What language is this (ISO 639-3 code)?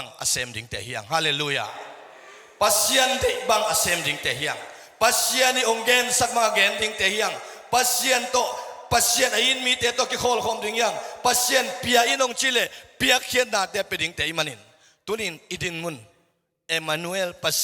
ctd